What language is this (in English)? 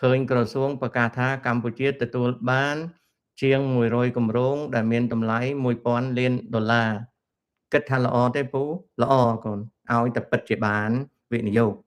Khmer